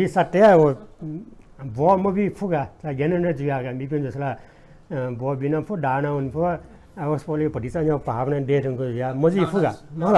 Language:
Newari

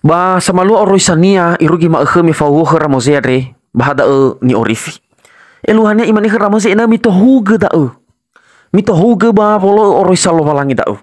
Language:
Nias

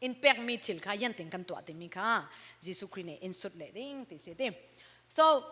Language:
Falam Chin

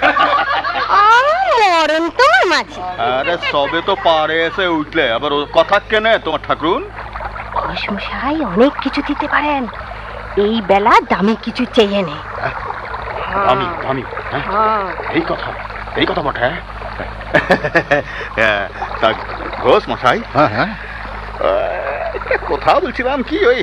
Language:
Bangla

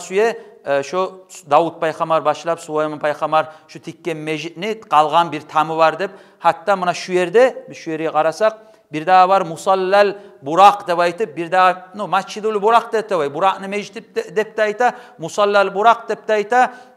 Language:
Kumyk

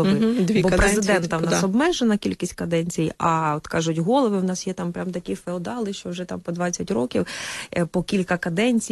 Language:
Ukrainian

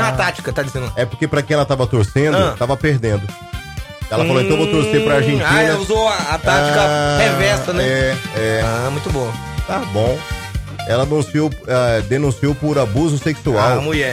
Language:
Portuguese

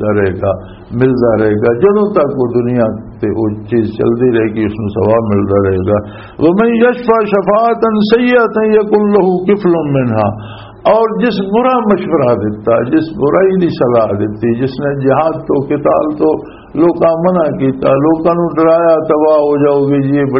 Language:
Western Panjabi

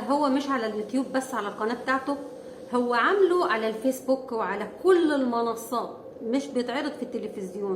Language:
Egyptian Arabic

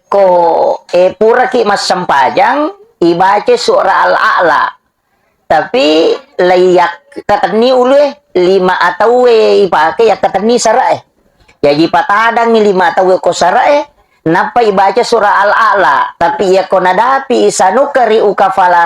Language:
Buginese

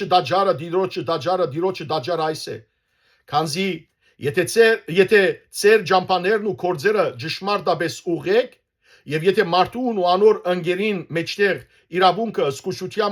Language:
Western Armenian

